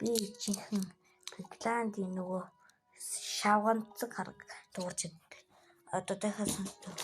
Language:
Mongolian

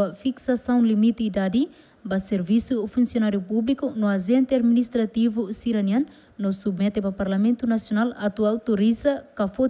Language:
Tetum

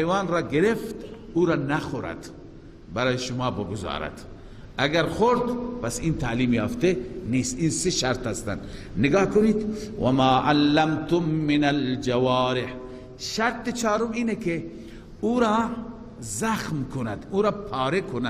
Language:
Persian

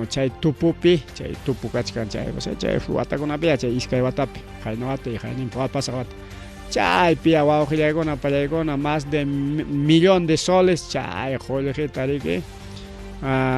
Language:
Ayacucho Quechua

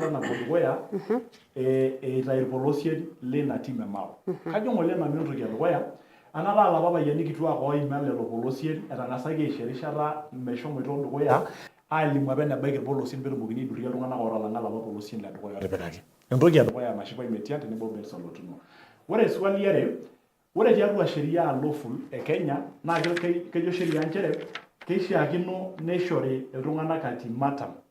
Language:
Masai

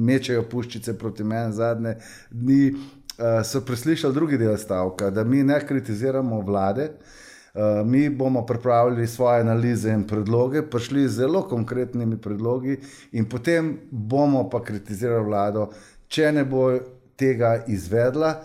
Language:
Slovenian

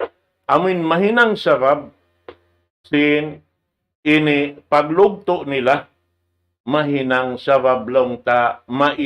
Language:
Tausug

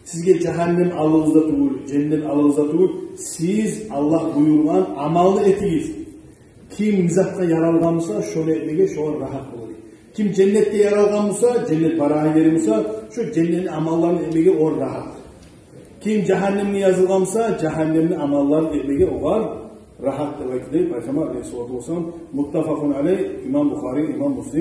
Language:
Kumyk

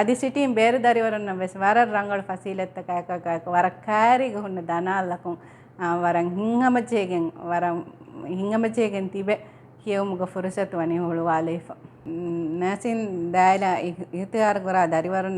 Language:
Divehi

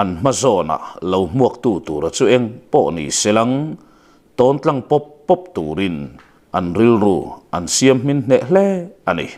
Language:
Mizo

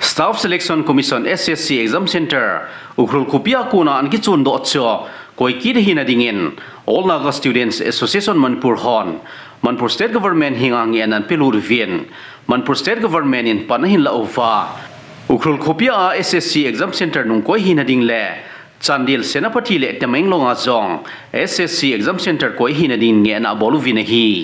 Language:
Thado Chin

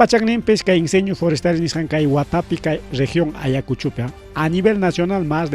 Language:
Ayacucho Quechua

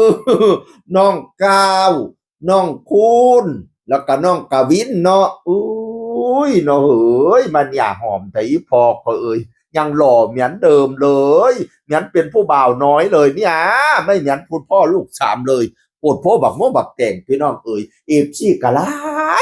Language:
Northeastern Thai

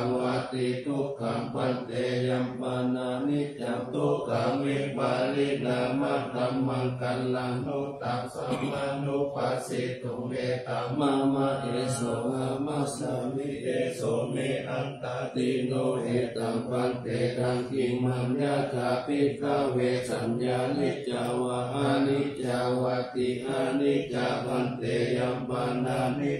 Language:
Pali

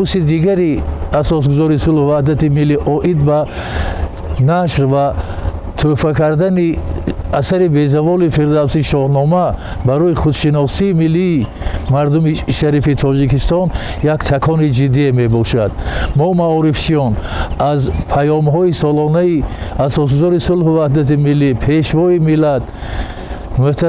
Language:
Tajik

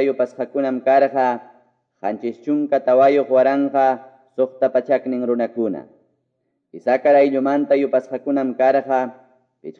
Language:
Quechua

